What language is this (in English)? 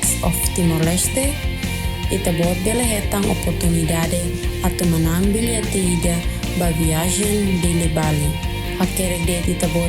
Tetum